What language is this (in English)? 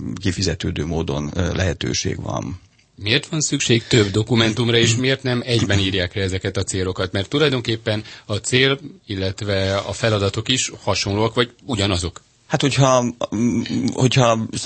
Hungarian